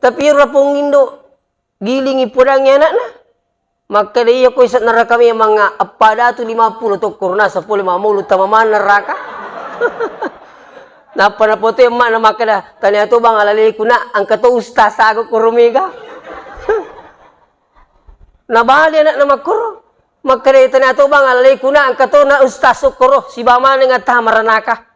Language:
Buginese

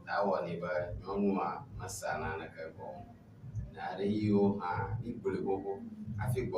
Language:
Ewe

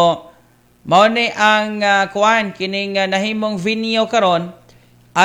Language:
Cebuano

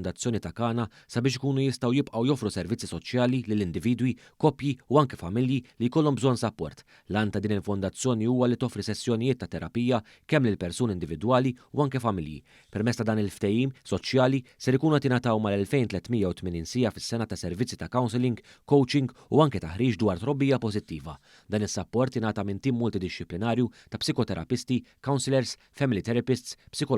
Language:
Maltese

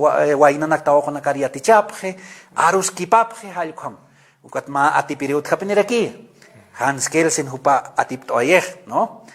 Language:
Aymara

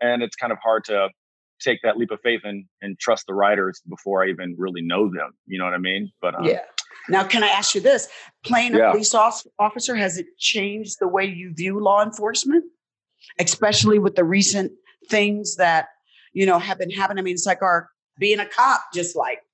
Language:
English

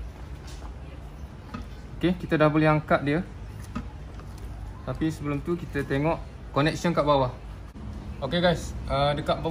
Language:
Malay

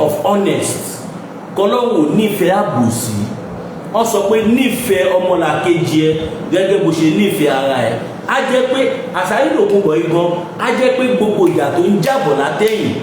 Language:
Yoruba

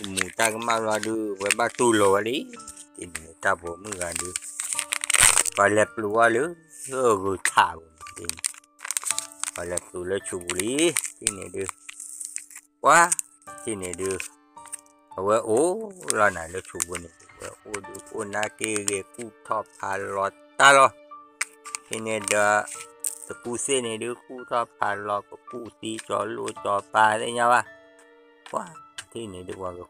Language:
S'gaw Karen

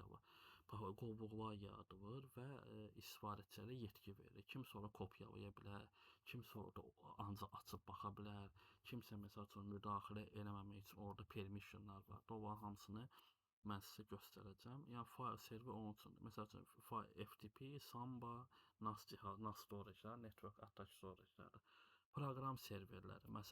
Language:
Azerbaijani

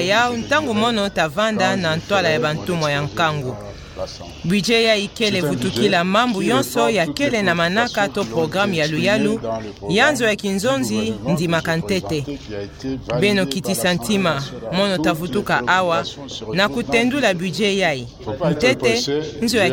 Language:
Kituba (Democratic Republic of Congo)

